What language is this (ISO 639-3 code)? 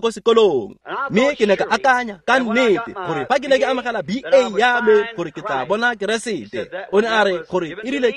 tsn